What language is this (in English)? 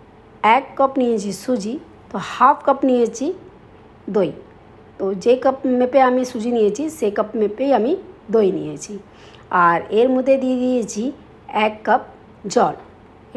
Bangla